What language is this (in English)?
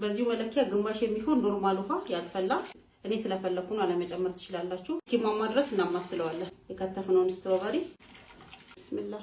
Amharic